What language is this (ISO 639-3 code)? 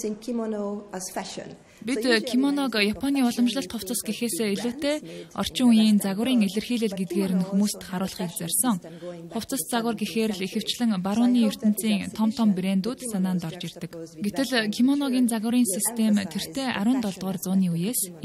mon